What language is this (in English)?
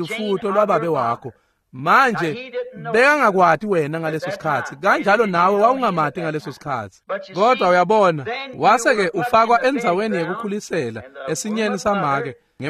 Swati